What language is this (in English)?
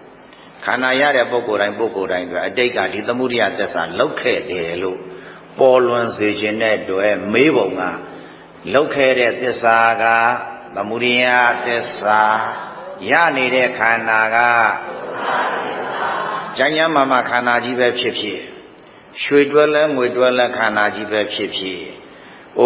Burmese